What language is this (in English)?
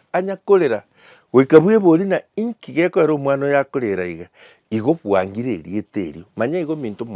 Gusii